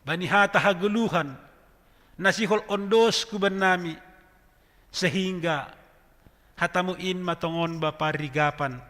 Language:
Batak Simalungun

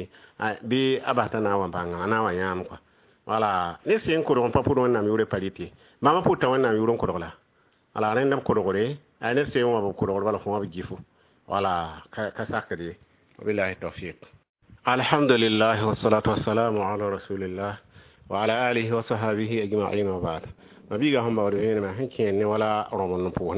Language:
Mossi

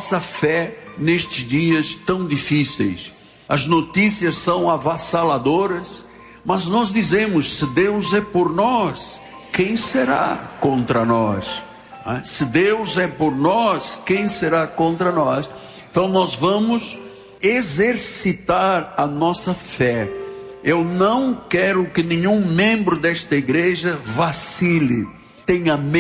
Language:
Portuguese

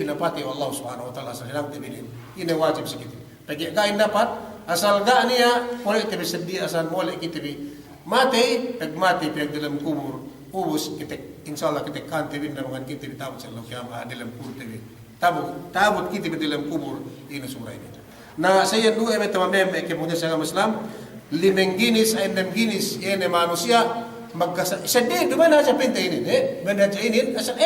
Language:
Yakan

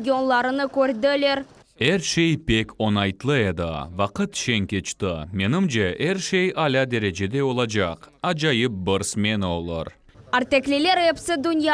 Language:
Crimean Tatar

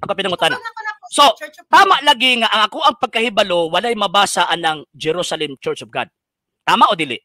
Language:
Cebuano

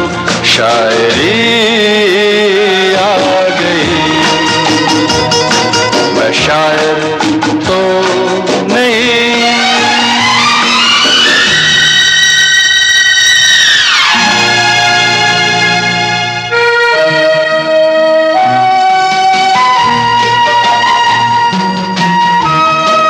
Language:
Hindi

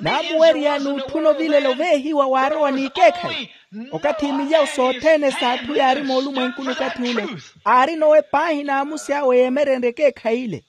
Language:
Makhuwa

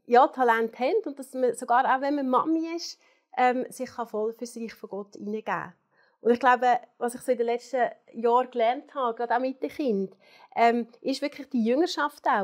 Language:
Swiss German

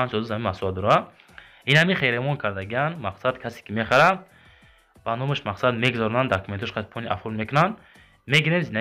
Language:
Tajik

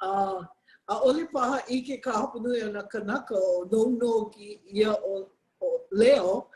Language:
Hawaiian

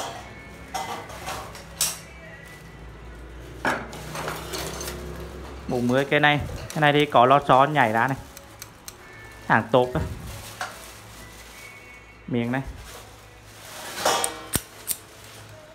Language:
Vietnamese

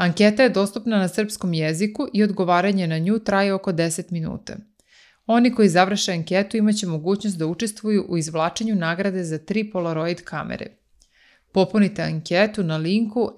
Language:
Serbian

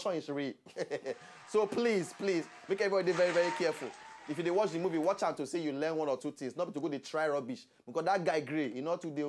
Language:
Nigerian Pidgin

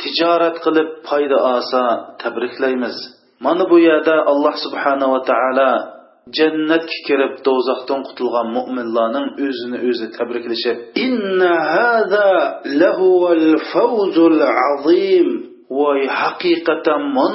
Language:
Uyghur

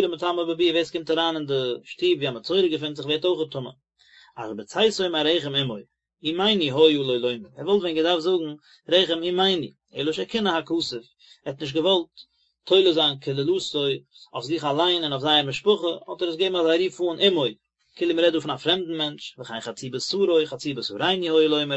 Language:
Yiddish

